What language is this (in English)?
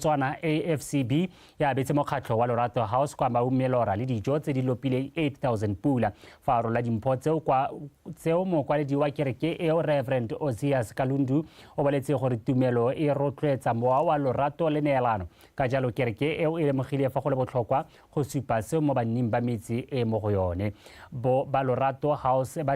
Tswana